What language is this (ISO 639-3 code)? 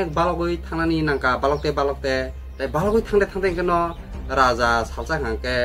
trp